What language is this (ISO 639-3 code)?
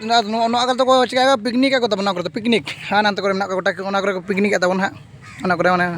sat